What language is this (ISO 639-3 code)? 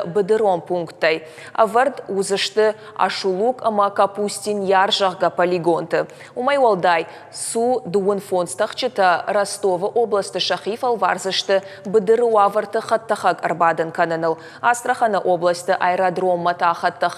oss